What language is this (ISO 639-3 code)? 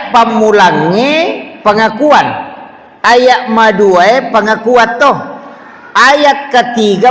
bug